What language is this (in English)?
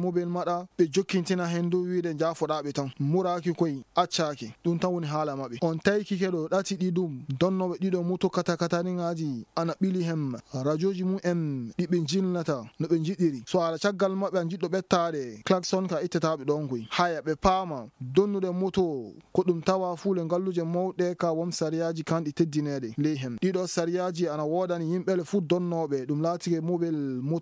Fula